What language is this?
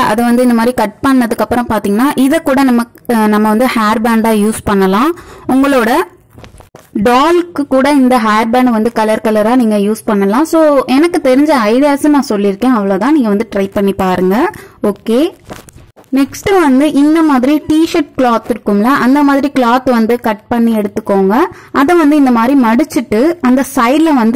Tamil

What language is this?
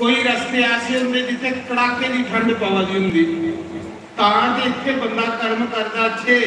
Dogri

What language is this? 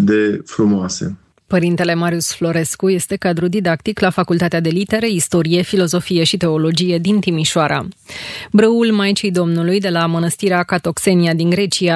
Romanian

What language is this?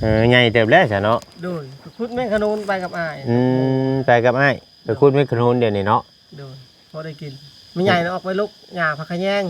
Northeastern Thai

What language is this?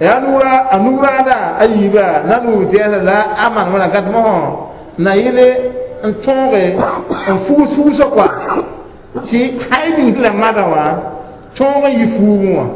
Mossi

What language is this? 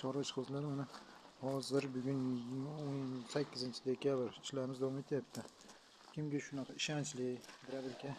Uzbek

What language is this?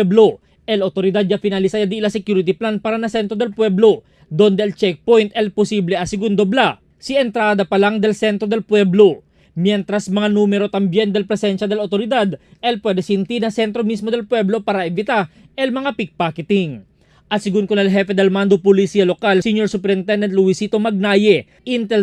Chavacano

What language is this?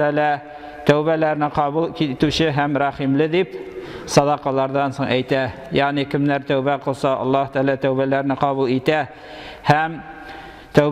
Tatar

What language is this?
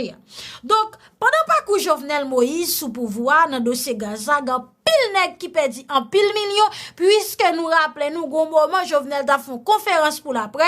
Haitian Creole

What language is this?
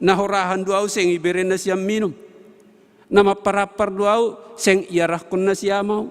Batak Simalungun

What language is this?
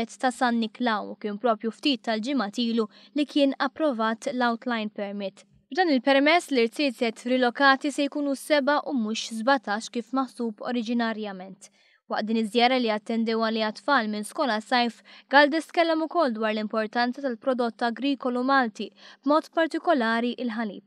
Maltese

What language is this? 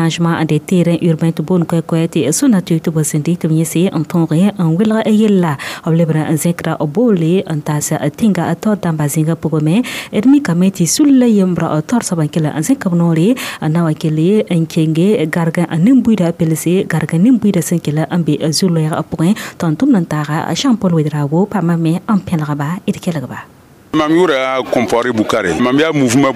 Mossi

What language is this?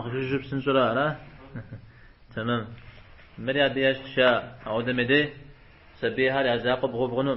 Kabardian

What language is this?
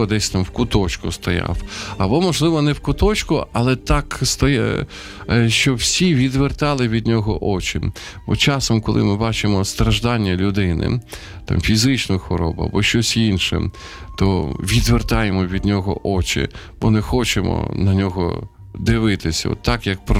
Ukrainian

